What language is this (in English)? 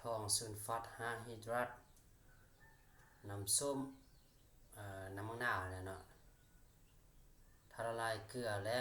Lao